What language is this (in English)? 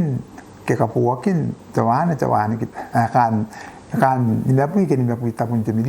Gilbertese